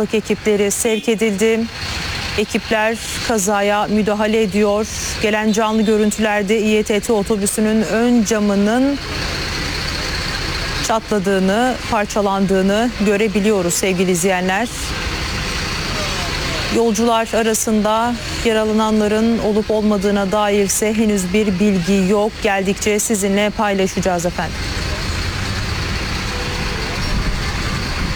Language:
Turkish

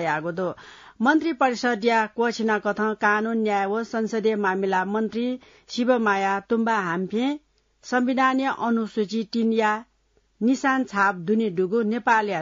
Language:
Newari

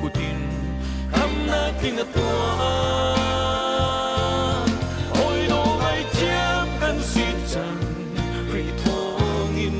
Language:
Hakha Chin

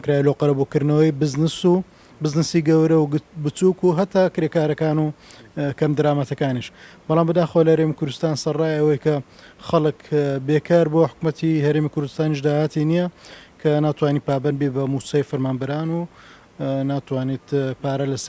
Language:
Central Kurdish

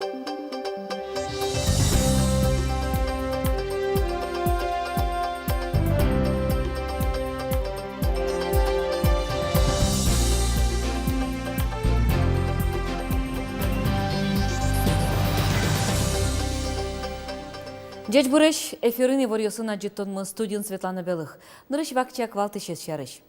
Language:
Udmurt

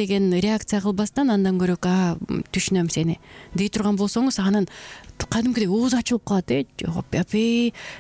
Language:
Kyrgyz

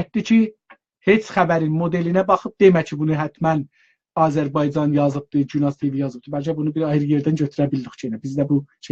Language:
South Azerbaijani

